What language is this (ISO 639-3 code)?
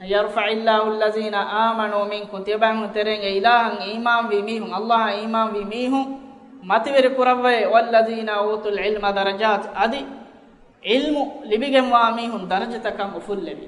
div